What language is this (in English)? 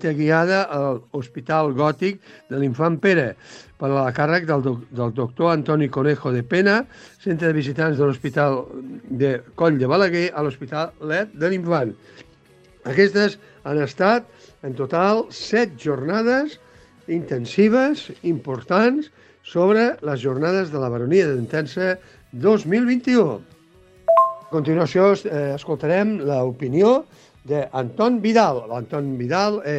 Catalan